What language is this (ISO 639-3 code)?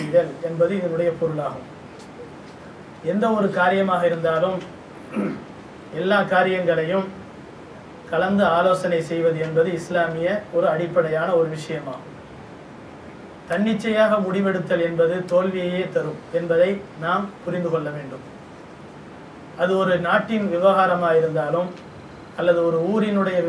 tam